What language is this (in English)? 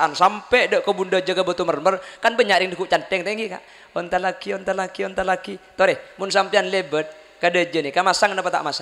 Madurese